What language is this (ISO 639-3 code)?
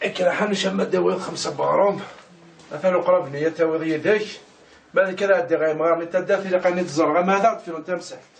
kab